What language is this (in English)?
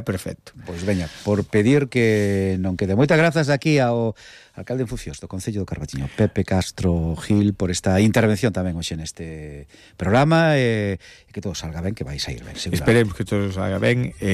Galician